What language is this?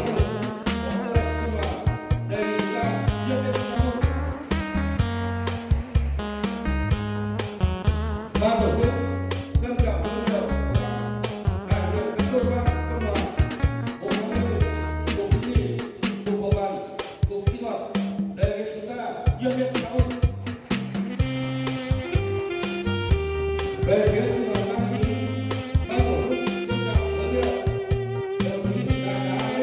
Vietnamese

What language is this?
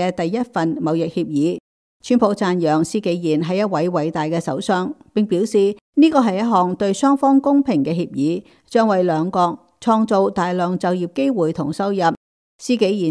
Cantonese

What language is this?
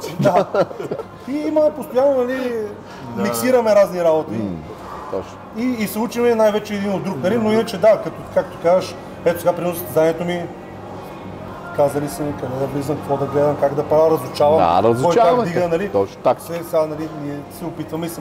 Bulgarian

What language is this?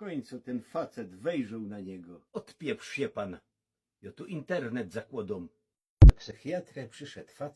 Silesian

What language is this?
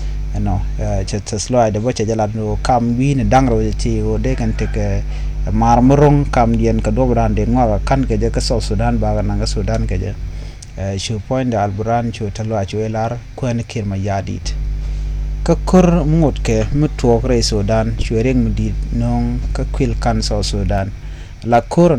Nuer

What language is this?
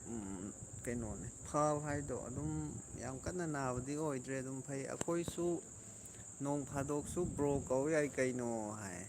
Manipuri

